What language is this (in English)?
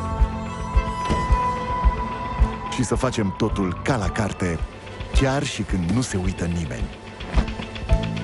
Romanian